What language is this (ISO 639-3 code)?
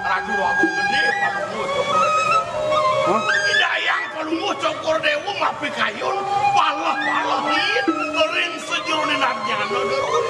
ban